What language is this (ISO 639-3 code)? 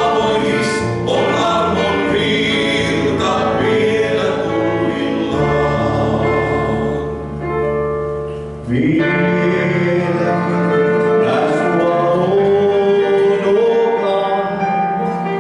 fin